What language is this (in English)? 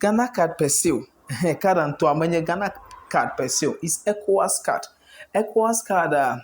Ewe